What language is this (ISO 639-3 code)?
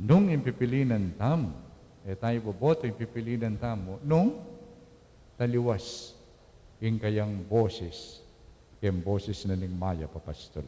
pam